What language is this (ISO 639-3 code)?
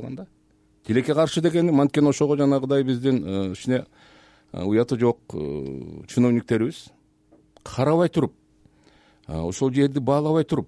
kir